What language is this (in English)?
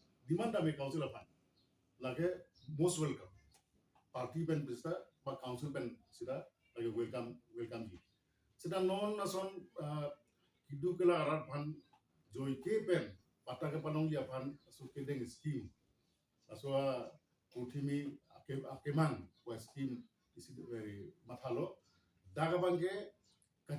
Karbi